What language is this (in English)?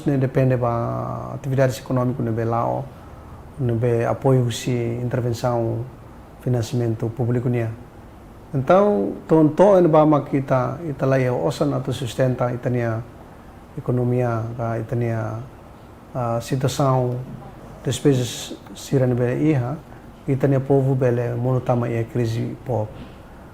Tetum